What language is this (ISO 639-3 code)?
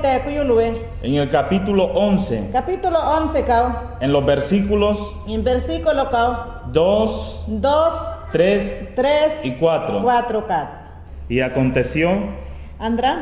yan